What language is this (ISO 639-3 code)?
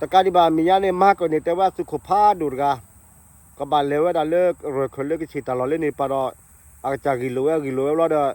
ksw